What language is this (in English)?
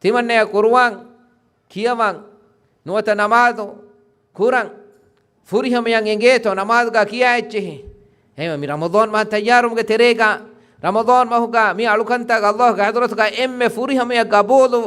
Divehi